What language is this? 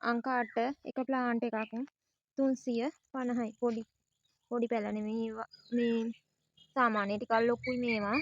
Sinhala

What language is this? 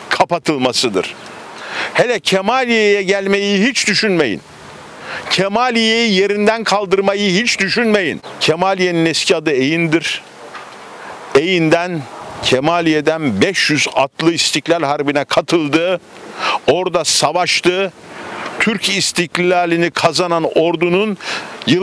Turkish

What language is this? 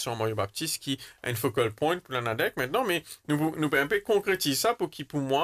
Morisyen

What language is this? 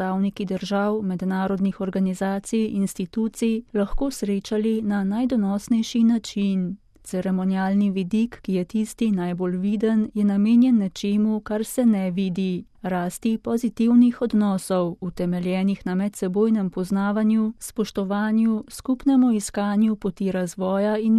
Slovenian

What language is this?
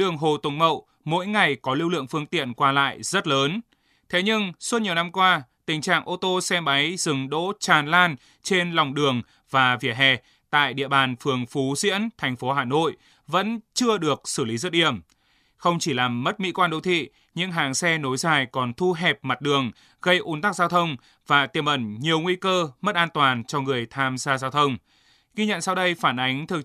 Vietnamese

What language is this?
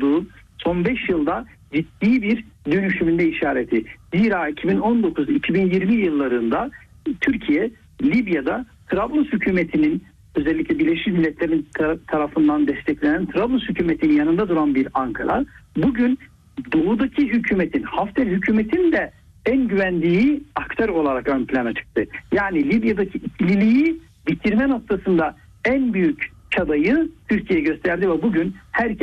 Turkish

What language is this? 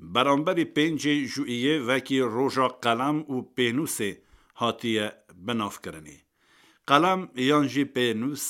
Kurdish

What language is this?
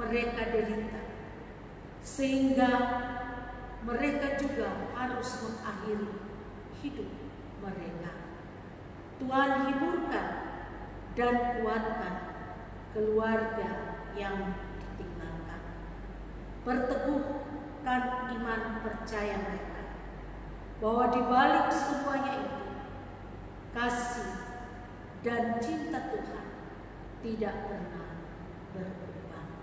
Indonesian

